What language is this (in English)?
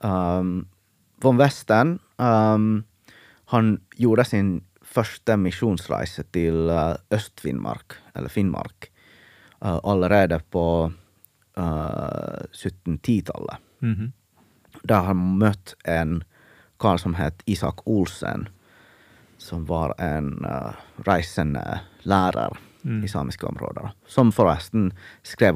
Norwegian